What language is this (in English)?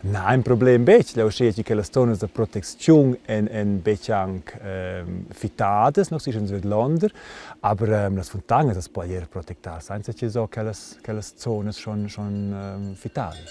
Romansh